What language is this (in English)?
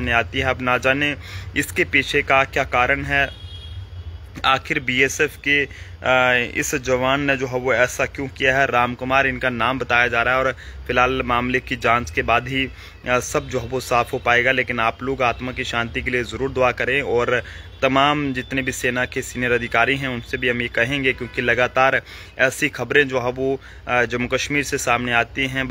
Hindi